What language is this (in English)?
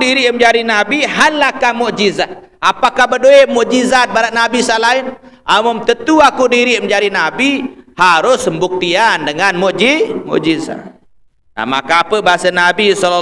Sasak